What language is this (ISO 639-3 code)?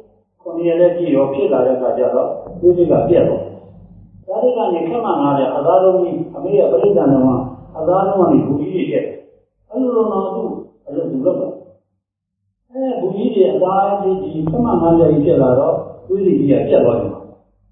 mya